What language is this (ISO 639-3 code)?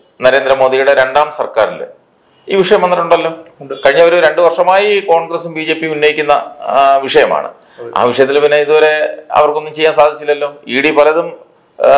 mal